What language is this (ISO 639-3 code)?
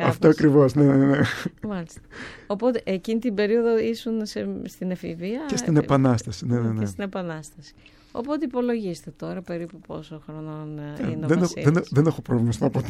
ell